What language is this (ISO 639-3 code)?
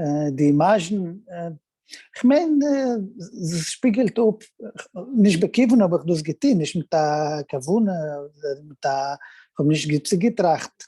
yid